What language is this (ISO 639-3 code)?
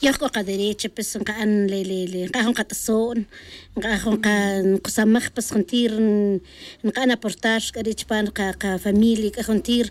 tzj